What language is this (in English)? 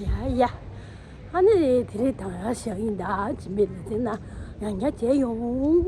Tibetan